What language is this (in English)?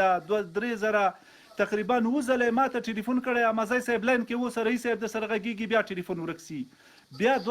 Pashto